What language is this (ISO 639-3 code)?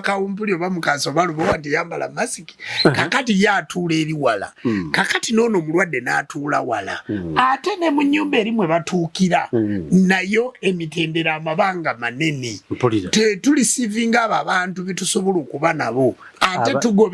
lug